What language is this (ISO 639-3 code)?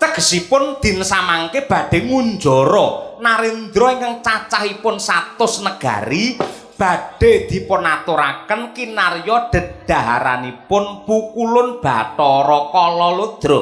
jav